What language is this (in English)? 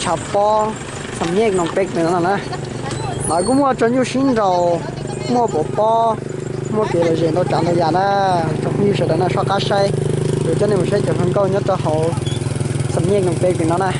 Hmong